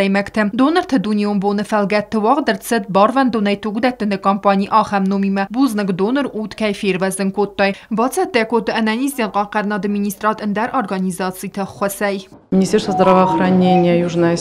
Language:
Ossetic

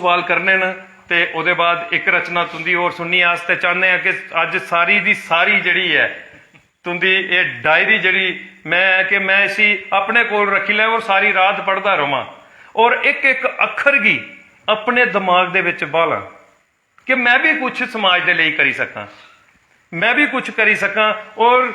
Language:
Dogri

